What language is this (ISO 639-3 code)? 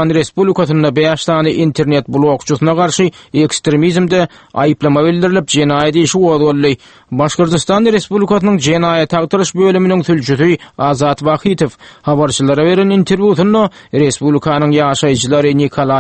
tuk